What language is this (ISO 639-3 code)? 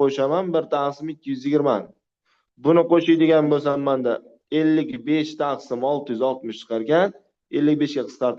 uzb